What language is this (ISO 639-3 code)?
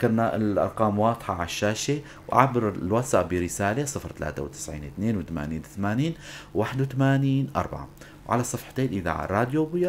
apc